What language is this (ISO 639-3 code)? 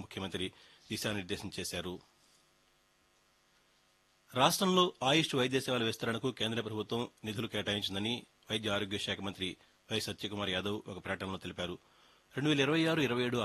tel